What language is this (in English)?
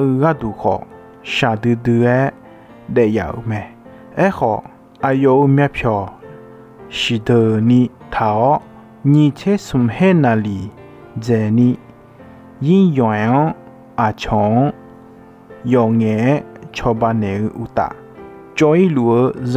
Akha